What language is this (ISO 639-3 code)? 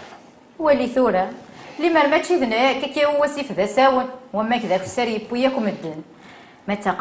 kab